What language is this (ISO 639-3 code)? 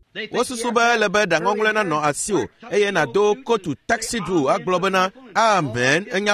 ewe